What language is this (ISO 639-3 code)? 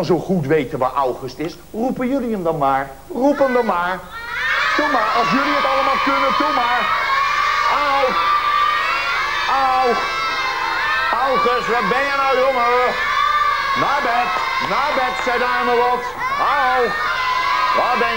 nld